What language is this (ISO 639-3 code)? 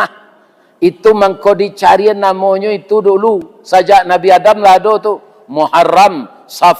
min